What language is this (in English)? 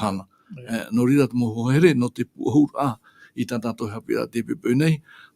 Tahitian